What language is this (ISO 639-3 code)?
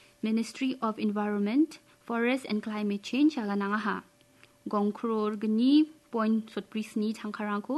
grt